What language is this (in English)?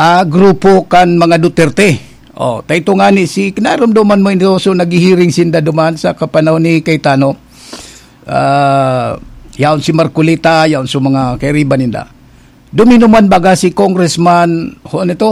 Bikol